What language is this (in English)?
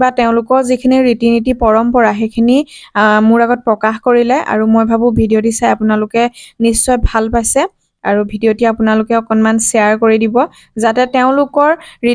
Assamese